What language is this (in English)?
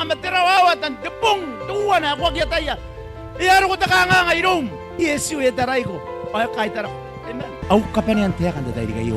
Gilbertese